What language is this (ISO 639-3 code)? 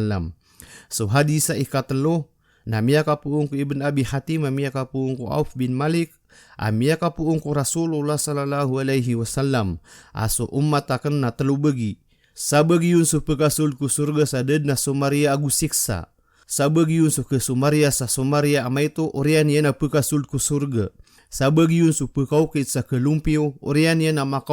mrw